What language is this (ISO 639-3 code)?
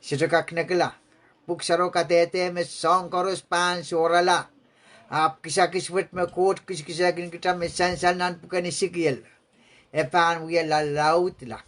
pon